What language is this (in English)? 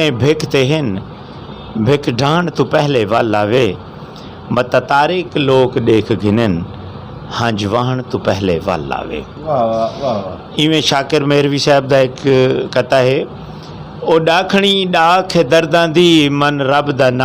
Saraiki